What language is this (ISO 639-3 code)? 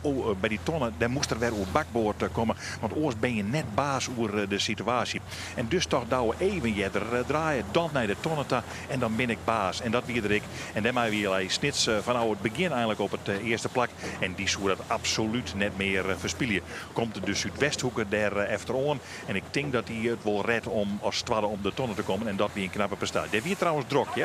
fry